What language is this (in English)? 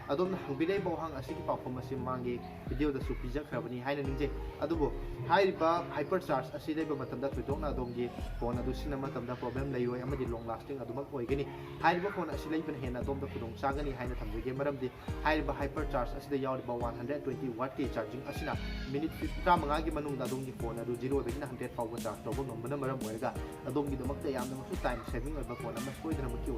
Manipuri